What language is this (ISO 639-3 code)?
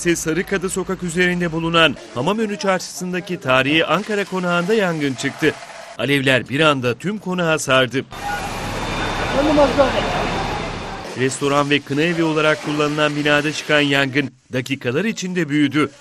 tur